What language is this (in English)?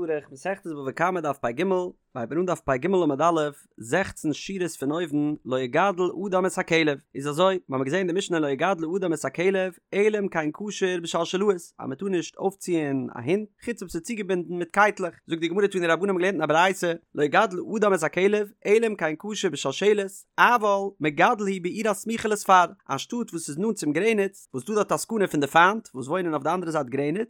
Yiddish